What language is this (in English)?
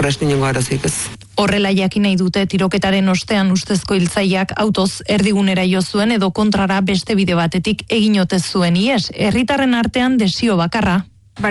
Basque